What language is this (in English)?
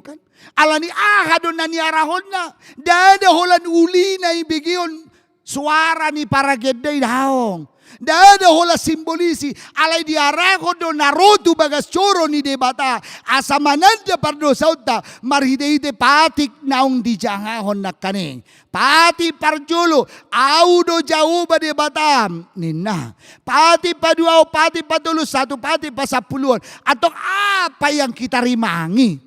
Batak Toba